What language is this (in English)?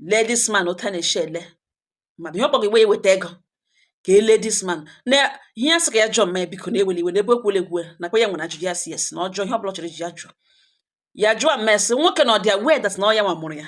Igbo